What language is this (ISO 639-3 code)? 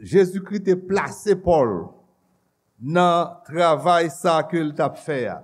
hat